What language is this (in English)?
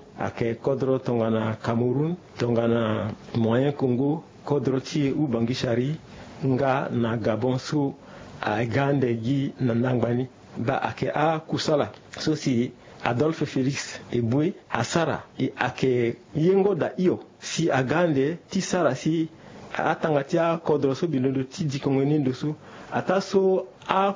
Sango